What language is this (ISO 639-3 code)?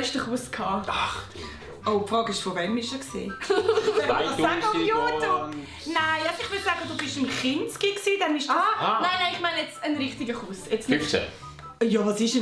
gsw